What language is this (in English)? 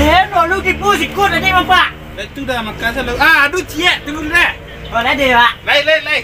Minangkabau